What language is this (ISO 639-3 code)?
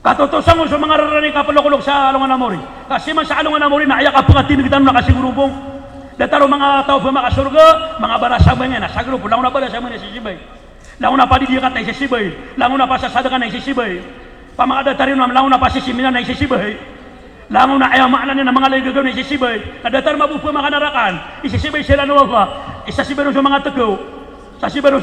mrw